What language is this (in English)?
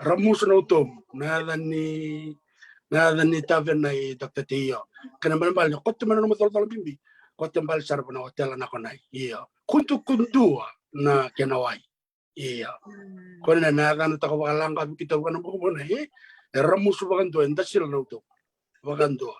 Fijian